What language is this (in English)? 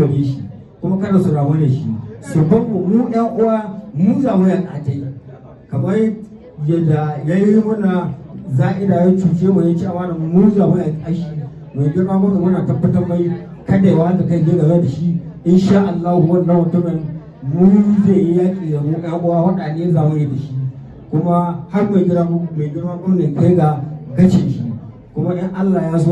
Hausa